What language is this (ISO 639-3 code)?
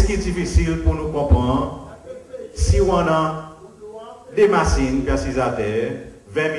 crs